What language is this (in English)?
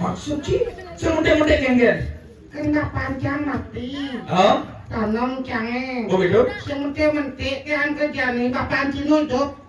Balinese